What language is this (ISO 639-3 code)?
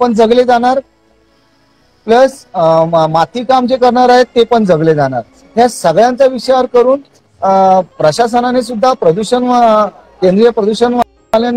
mar